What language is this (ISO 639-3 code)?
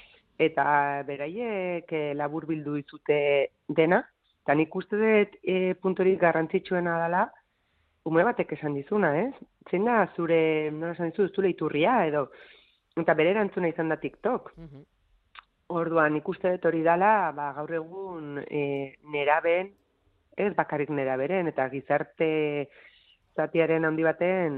eus